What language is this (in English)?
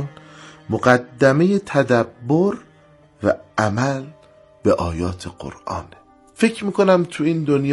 Persian